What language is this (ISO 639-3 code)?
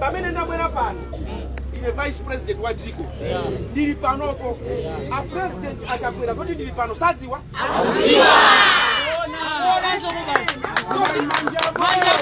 nya